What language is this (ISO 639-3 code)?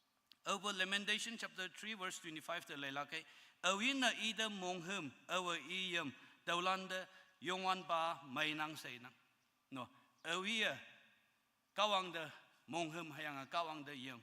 nbe